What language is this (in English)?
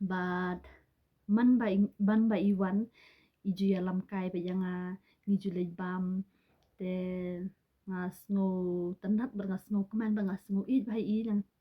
Khasi